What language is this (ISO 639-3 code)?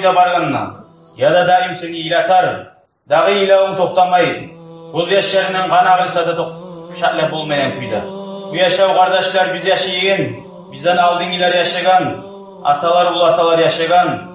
kum